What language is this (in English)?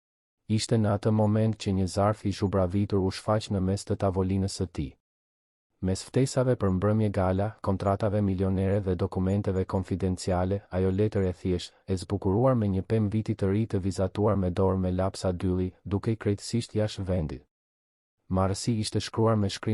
Albanian